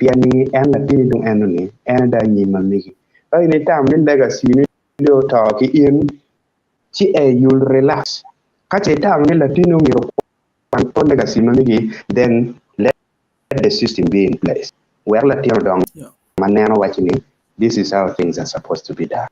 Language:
Acoli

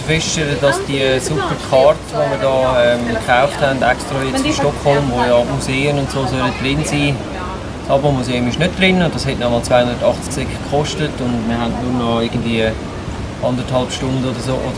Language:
Swiss German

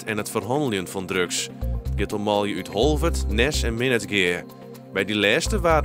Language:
Western Frisian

